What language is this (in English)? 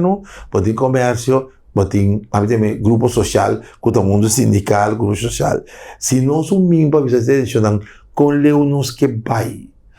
Papiamento